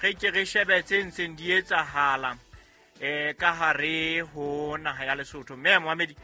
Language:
Southern Sotho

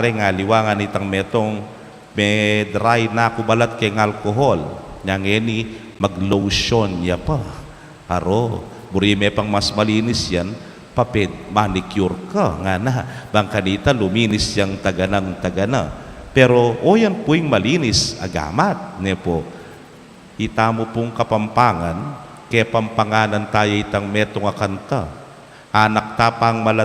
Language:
Pampanga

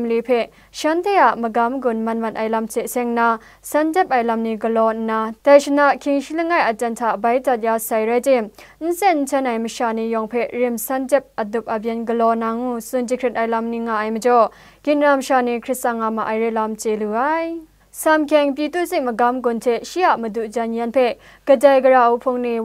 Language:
Kachin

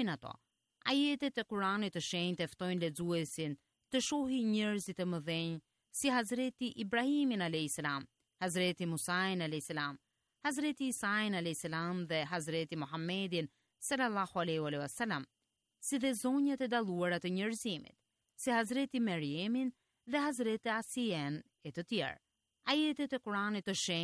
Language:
Albanian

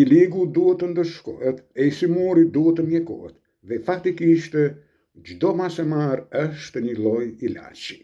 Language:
Albanian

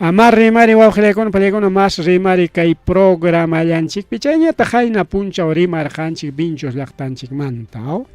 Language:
Ayacucho Quechua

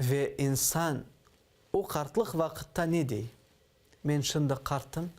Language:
Crimean Tatar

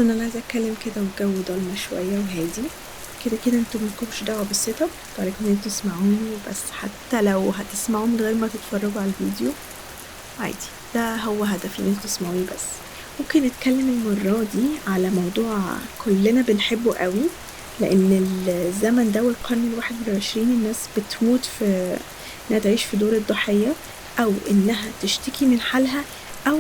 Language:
Egyptian Arabic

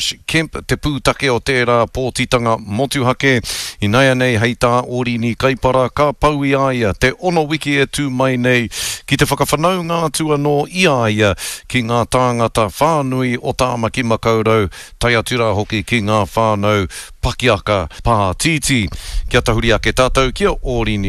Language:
Māori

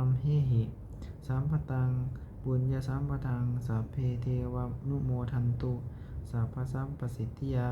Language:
Pali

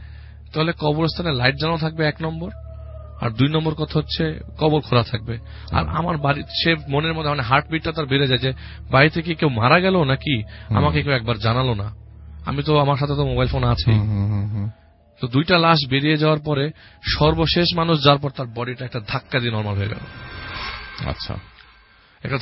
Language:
Bangla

